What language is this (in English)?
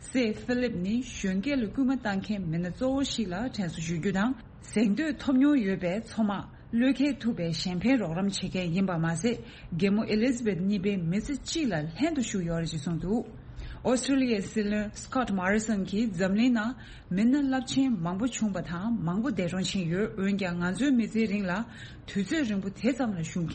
Tibetan